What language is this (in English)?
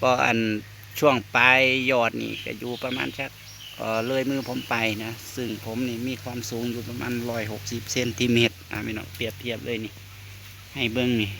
Northeastern Thai